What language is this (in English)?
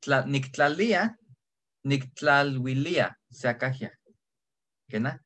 Eastern Huasteca Nahuatl